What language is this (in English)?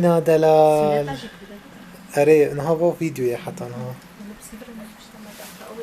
Kurdish